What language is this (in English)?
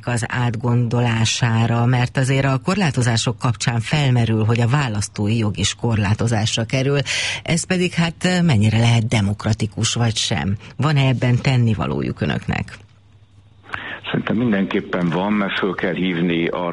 Hungarian